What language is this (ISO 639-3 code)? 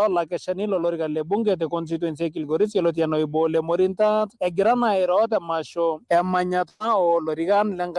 mas